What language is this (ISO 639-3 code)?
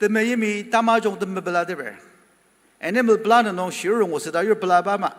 njo